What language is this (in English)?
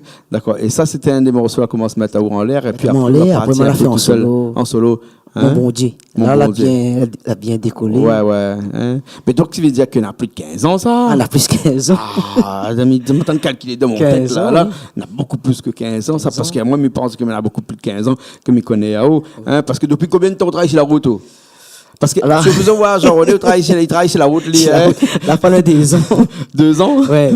Réunion Creole French